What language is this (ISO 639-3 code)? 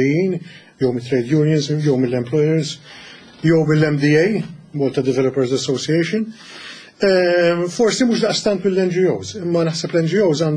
mlt